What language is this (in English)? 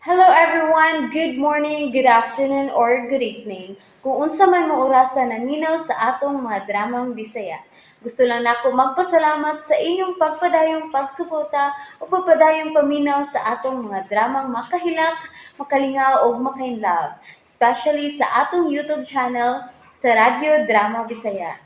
Cebuano